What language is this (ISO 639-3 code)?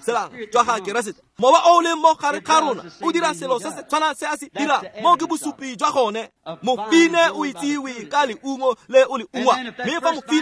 tsn